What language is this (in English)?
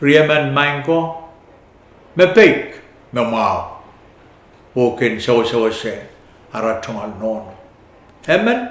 Pohnpeian